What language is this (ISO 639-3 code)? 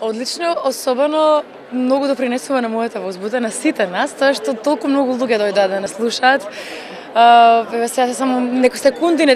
mkd